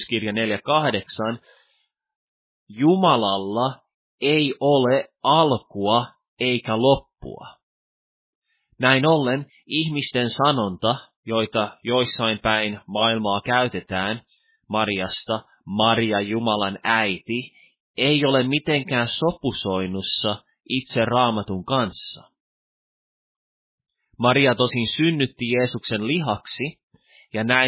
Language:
Finnish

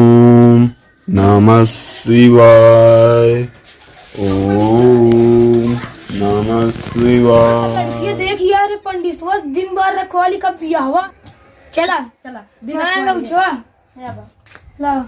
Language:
Awadhi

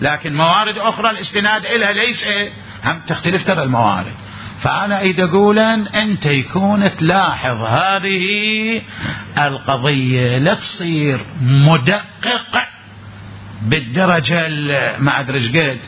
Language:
Mesopotamian Arabic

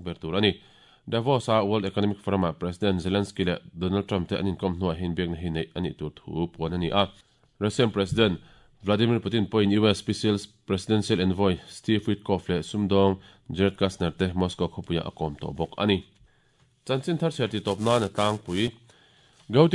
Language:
Mizo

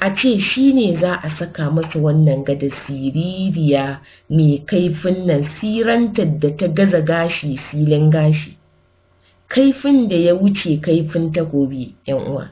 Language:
Hausa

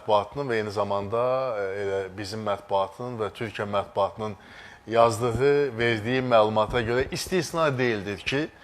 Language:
Azerbaijani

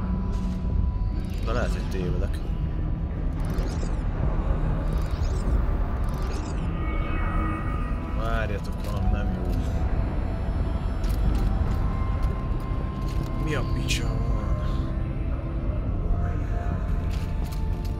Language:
Hungarian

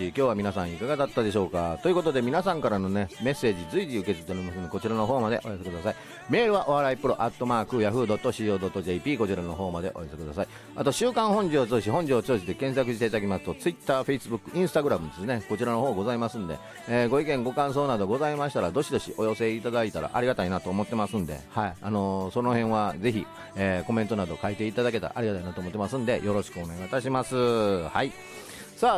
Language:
Japanese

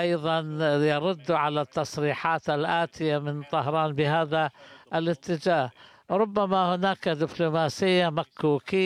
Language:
Arabic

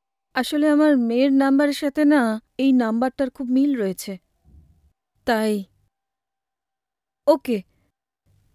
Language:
Bangla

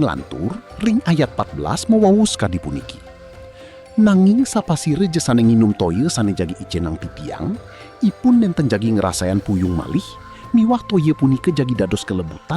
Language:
Balinese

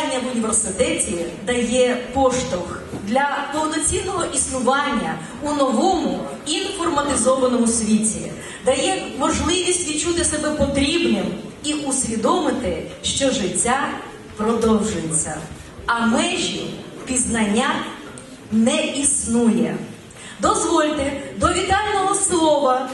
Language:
Ukrainian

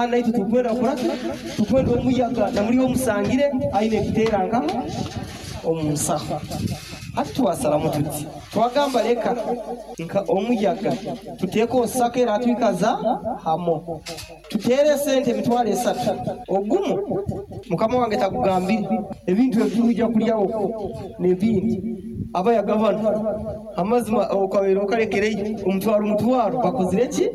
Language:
Nyoro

